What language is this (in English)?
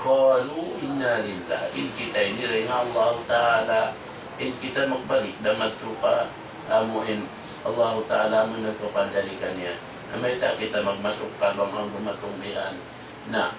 Tausug